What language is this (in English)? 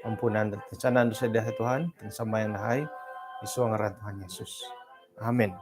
Central Dusun